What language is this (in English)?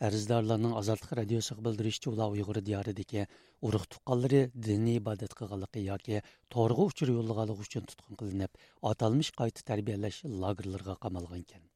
Uyghur